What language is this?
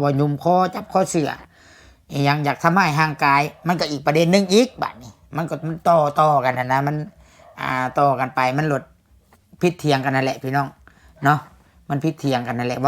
Lao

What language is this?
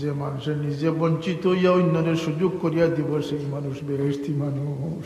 Sylheti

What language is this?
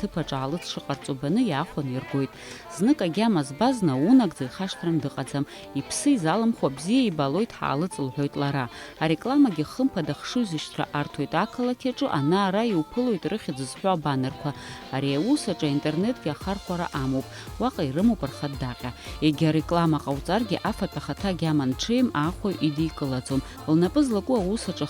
Abkhazian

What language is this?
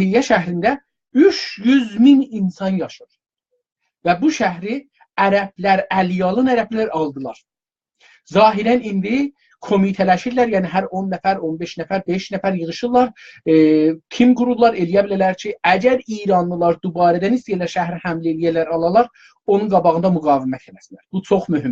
South Azerbaijani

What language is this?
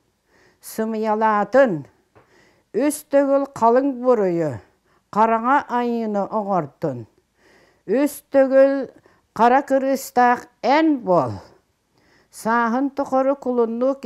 Yakut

